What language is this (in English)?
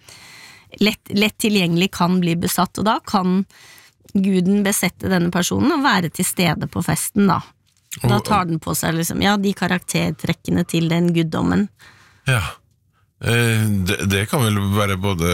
Norwegian